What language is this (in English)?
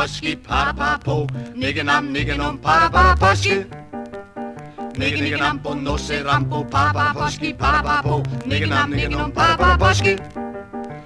Danish